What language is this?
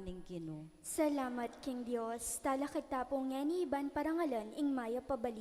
Pampanga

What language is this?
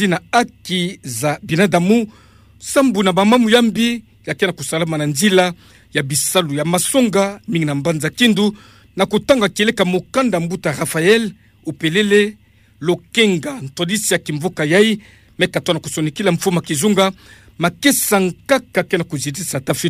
Kituba (Democratic Republic of Congo)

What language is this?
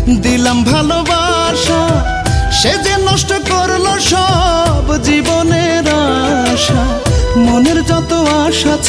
Bangla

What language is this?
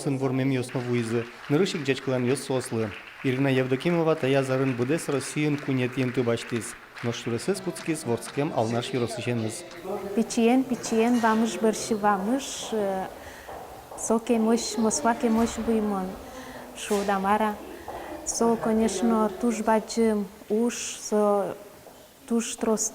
Udmurt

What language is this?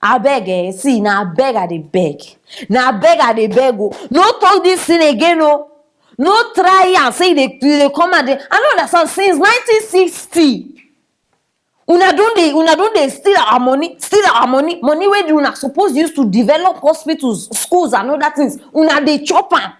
Nigerian Pidgin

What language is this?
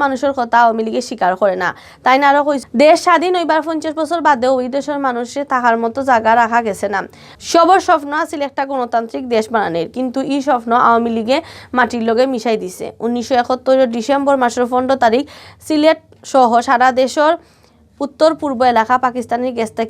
Sylheti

